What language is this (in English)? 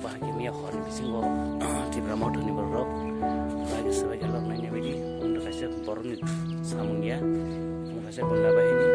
Kok Borok